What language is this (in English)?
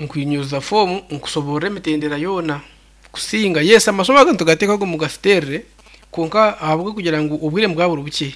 Nyankole